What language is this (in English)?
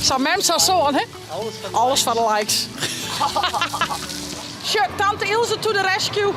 Western Frisian